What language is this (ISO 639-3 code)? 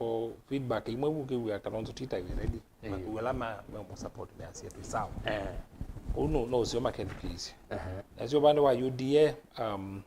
kam